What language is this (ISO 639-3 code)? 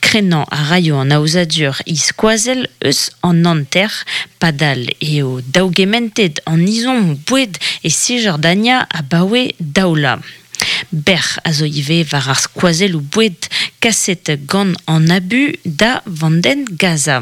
bre